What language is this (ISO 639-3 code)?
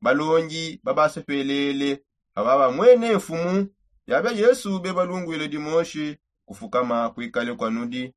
sop